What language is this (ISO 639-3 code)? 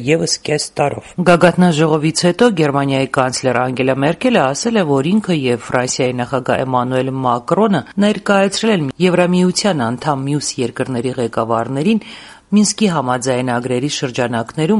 hye